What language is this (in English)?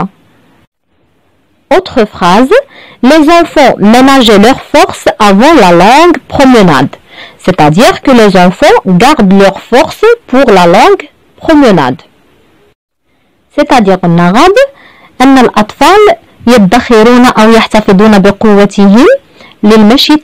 French